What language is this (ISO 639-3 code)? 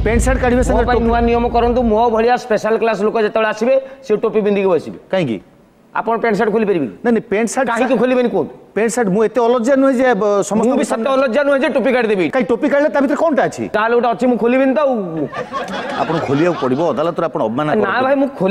ori